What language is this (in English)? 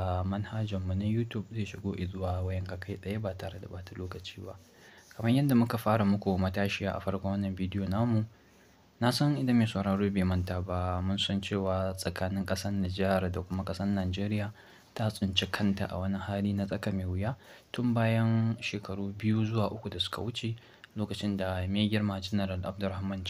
Hausa